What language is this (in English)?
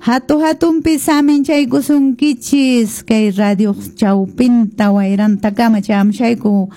Quechua